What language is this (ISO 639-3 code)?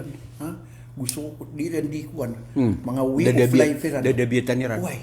mrw